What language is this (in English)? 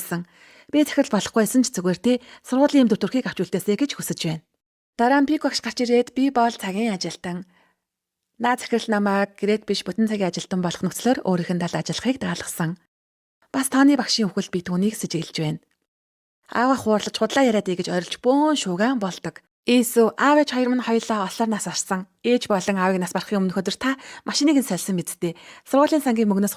Mongolian